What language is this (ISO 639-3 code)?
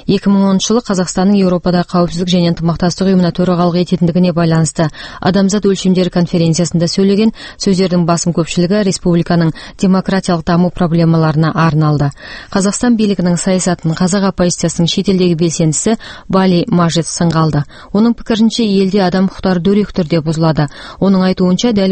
kaz